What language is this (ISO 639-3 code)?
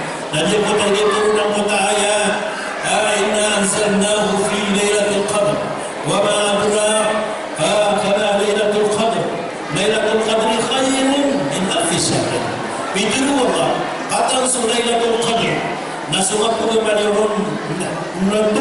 mrw